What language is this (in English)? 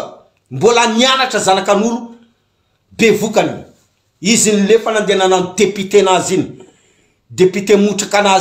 Malagasy